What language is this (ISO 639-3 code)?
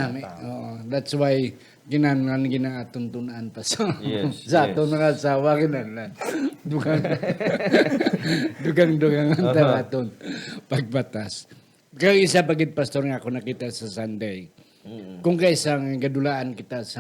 hil